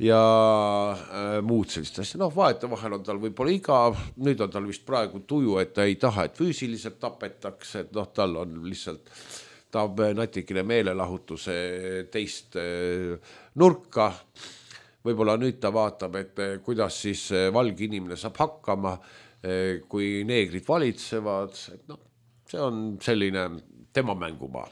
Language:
Estonian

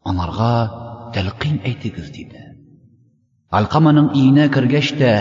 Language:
Tatar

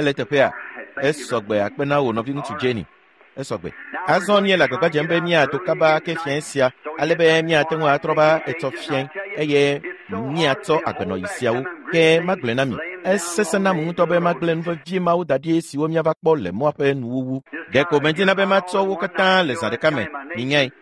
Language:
Ewe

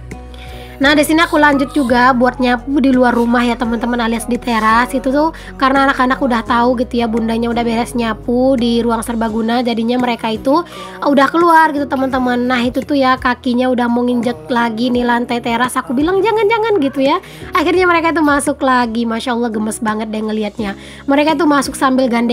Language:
Indonesian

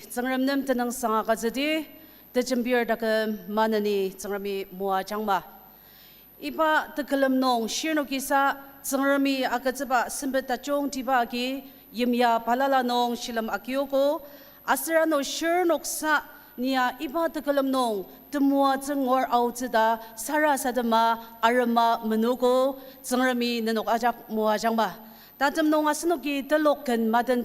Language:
Ao Naga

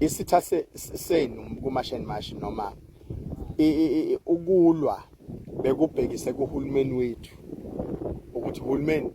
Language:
Zulu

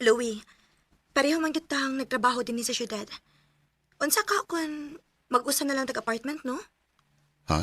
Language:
Cebuano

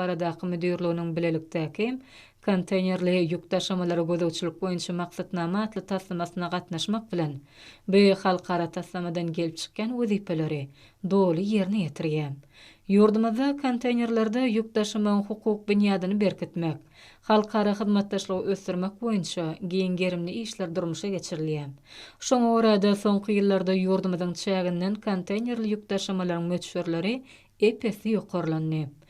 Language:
Turkmen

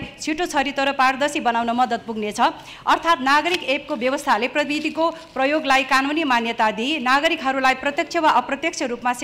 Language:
Nepali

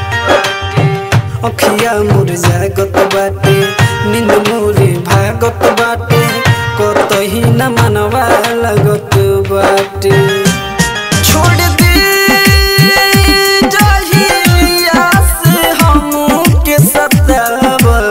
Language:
Bhojpuri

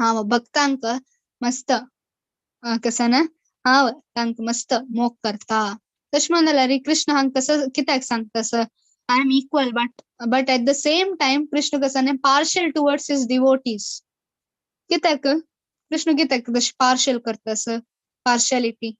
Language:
Konkani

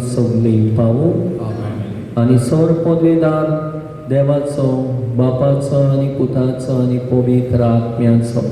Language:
Konkani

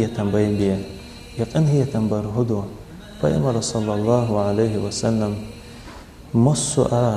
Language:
Chechen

